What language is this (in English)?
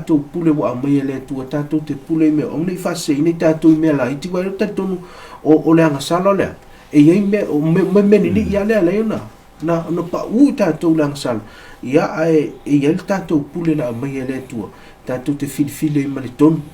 Samoan